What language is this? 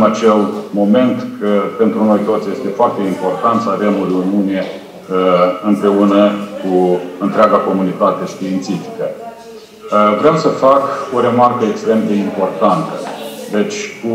Romanian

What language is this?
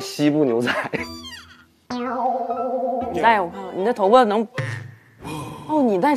Chinese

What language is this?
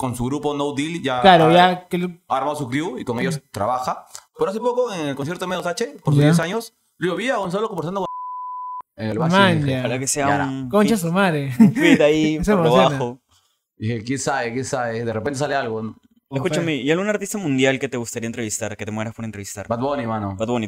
Spanish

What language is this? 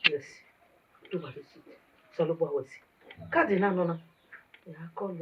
Bini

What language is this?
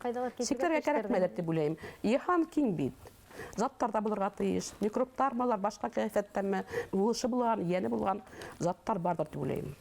Bashkir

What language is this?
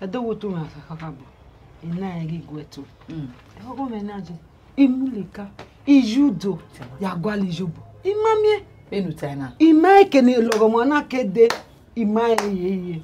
Bini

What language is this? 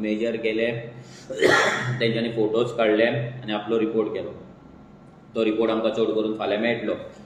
Konkani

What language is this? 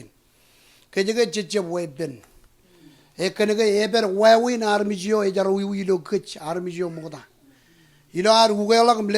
Marshallese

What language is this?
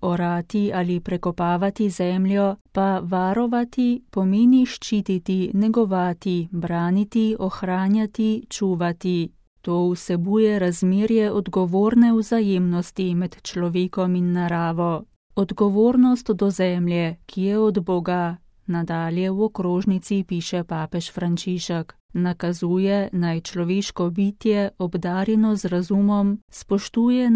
Slovenian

